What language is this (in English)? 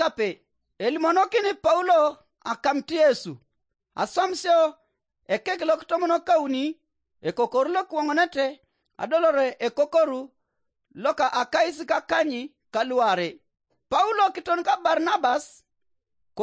Teso